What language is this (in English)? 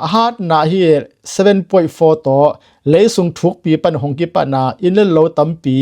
Tedim Chin